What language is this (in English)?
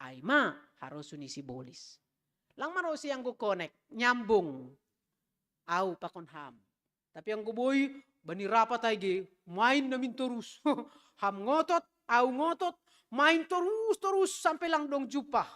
Batak Simalungun